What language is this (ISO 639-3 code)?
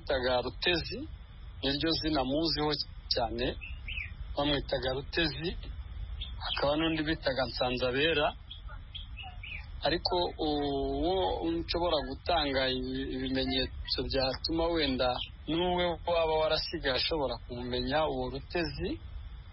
kin